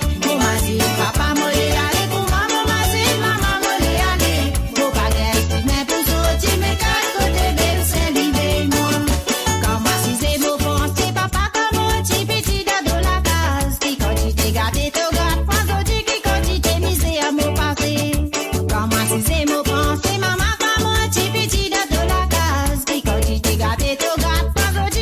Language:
Morisyen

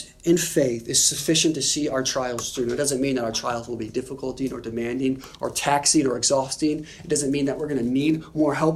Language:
English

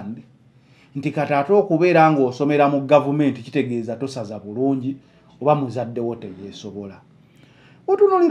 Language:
Ganda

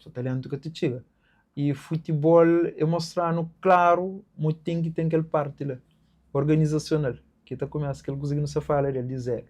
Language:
Kabuverdianu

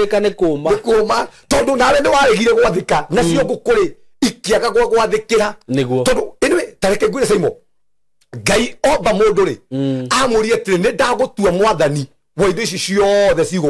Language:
Kikuyu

